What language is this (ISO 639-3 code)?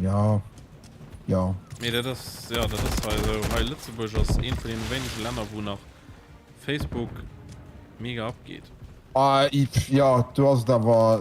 ltz